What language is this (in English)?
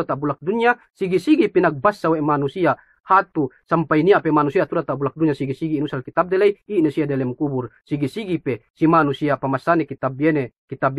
Yakan